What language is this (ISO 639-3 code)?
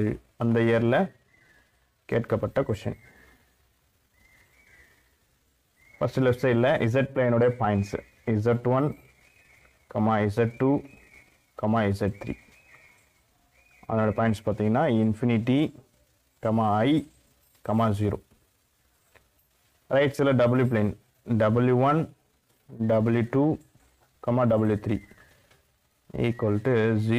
tam